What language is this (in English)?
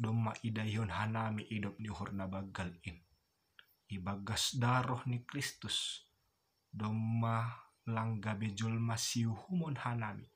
Batak Simalungun